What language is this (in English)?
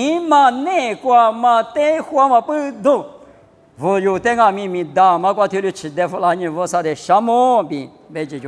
Lisu